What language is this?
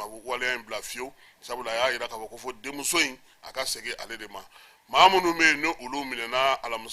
Bambara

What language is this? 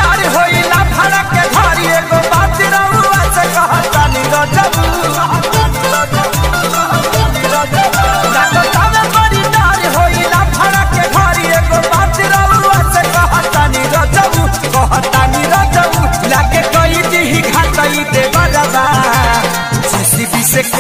Bhojpuri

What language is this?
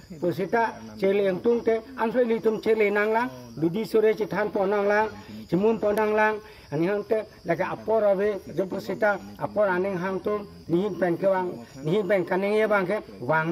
Karbi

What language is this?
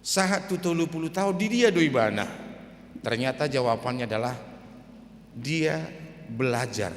Batak Toba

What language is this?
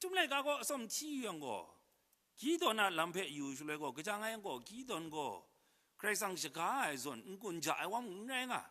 Kachin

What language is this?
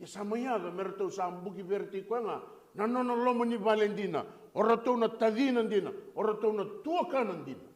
Fijian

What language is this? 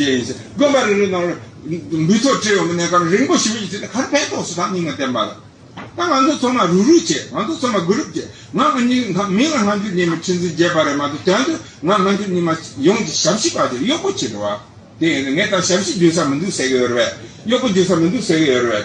Tibetan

